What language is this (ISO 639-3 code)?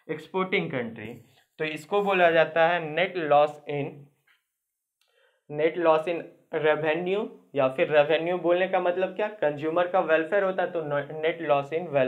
hin